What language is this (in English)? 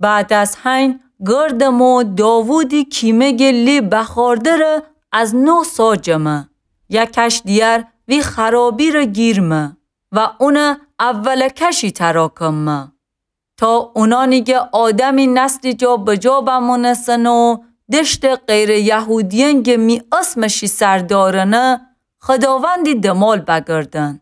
Gilaki